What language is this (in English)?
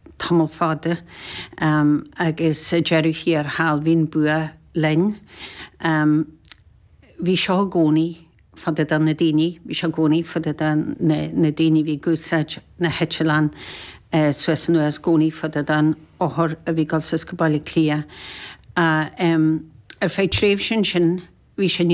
Irish